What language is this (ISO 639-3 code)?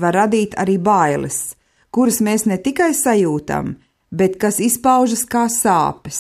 lav